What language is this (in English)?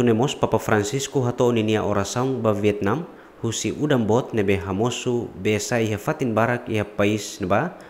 Tetum